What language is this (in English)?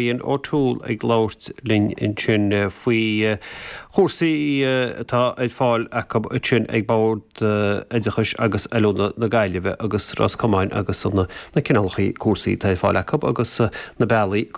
Irish